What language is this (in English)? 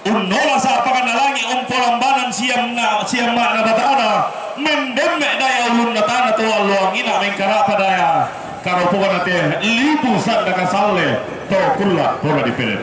Toraja-Sa'dan